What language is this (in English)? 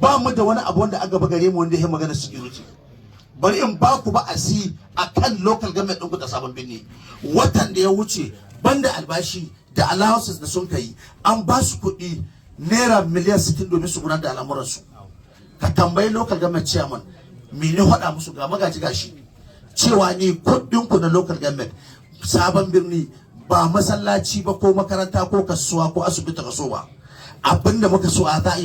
Hausa